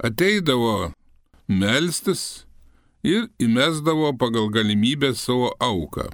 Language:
Lithuanian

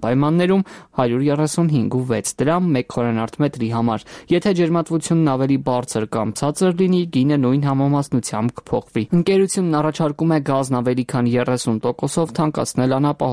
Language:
Armenian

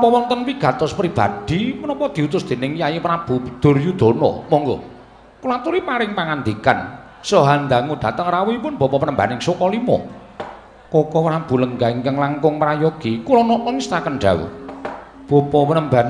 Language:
Javanese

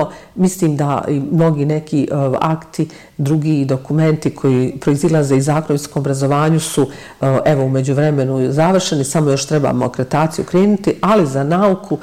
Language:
Bosnian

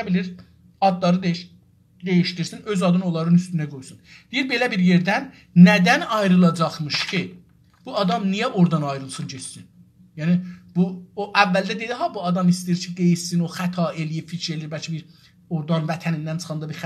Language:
South Azerbaijani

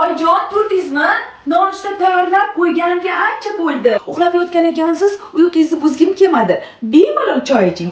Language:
Uzbek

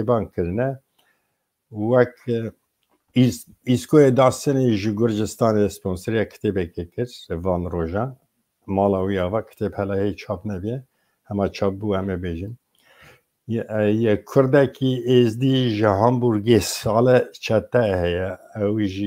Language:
Kurdish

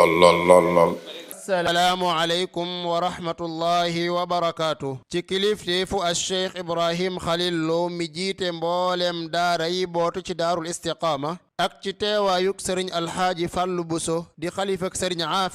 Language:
Wolof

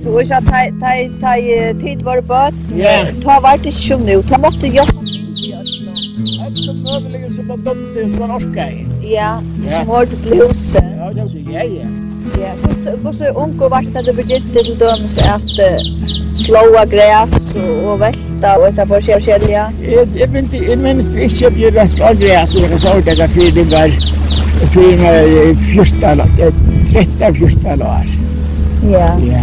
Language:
Faroese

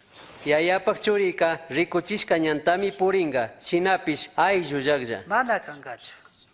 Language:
Chimborazo Highland Quichua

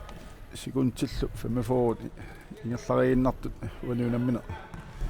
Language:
Kalaallisut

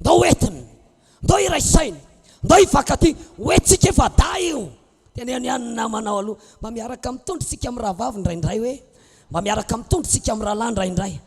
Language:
Malagasy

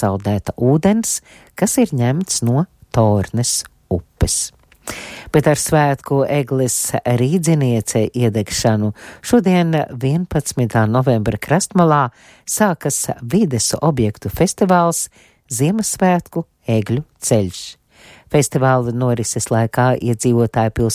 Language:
Latvian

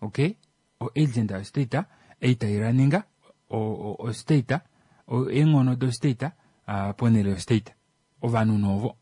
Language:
Kuanyama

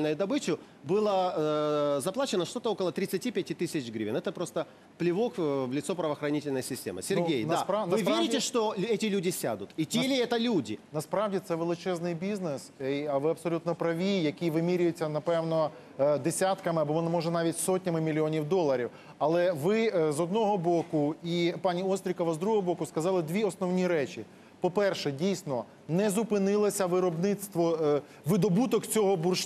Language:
Ukrainian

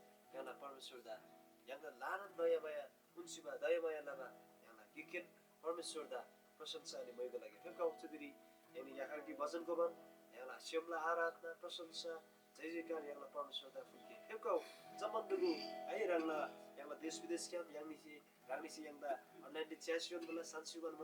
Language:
Eastern Tamang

